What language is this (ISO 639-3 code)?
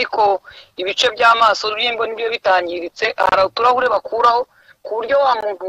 kin